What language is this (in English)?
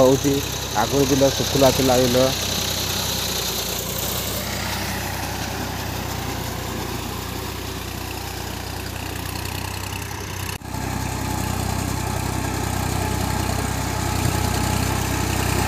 Odia